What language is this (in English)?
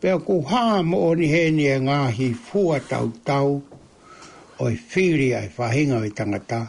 Tongan